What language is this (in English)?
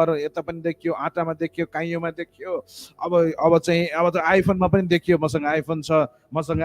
Nepali